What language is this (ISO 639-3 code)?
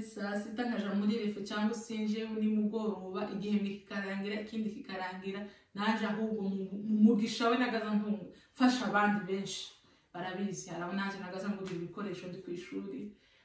kin